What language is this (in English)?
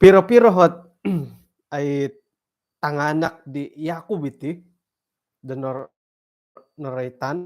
Central Dusun